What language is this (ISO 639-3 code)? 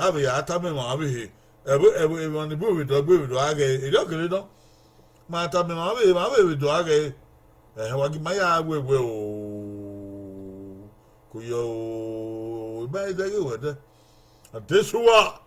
bin